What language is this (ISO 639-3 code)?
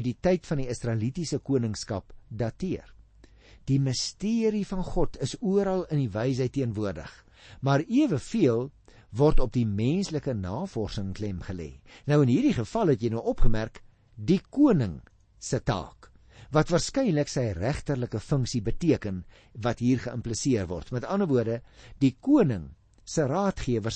afr